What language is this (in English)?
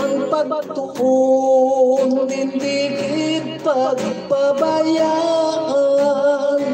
Hiligaynon